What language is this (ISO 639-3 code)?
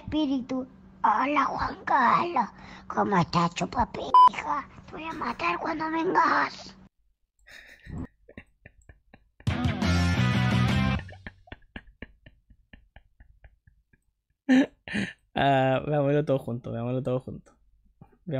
spa